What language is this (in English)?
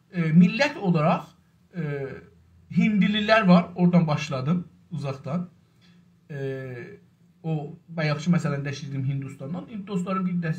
South Azerbaijani